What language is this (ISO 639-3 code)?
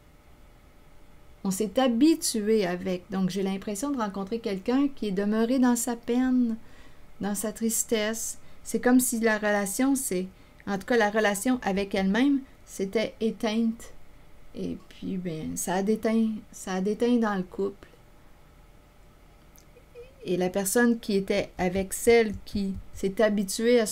fra